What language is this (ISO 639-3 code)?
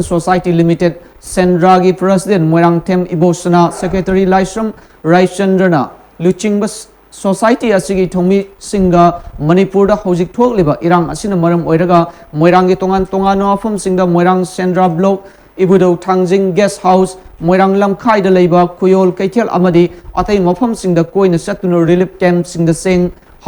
mni